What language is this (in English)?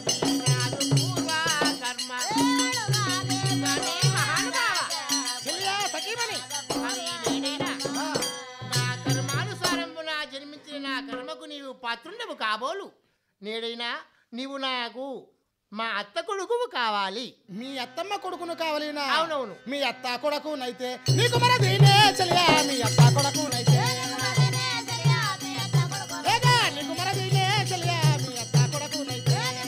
Telugu